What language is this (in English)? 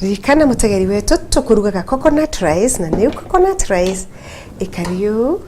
Meru